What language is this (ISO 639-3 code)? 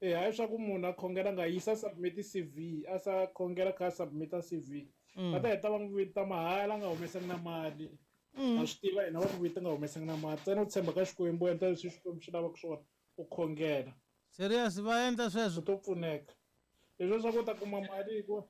tso